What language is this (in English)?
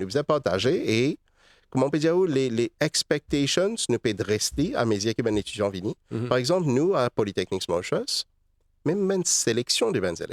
Morisyen